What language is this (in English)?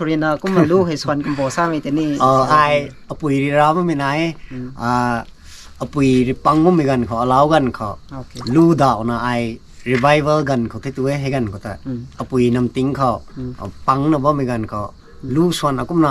Rongmei Naga